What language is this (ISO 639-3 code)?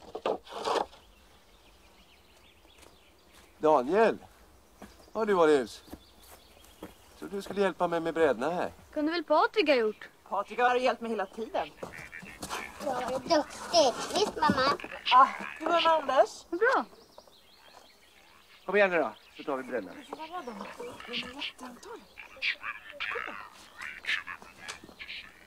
swe